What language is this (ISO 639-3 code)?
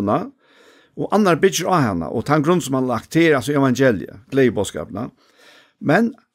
fao